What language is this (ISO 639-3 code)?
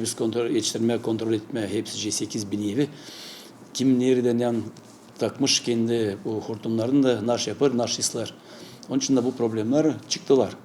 gag